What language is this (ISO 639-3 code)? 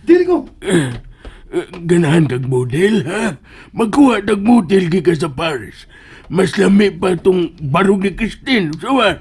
ceb